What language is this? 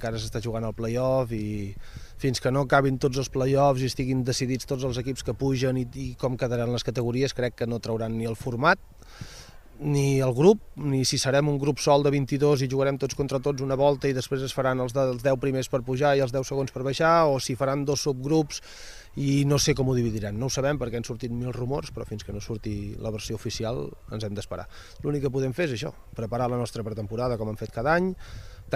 Catalan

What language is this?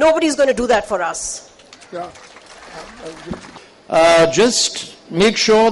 English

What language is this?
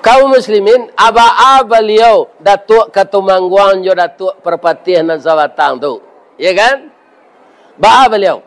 Minangkabau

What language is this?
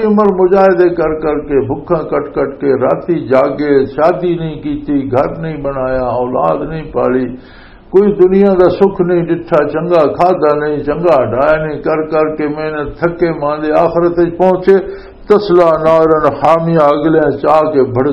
Western Panjabi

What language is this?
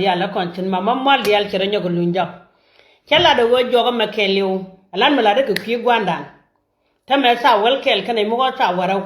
Nuer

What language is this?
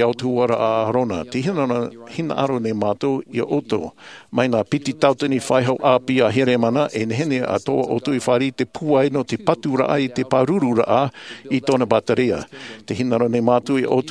Tahitian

